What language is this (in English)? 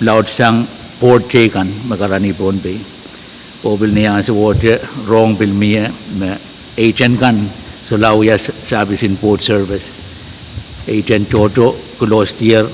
Pohnpeian